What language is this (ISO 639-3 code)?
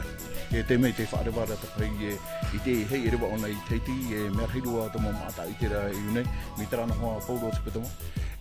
tah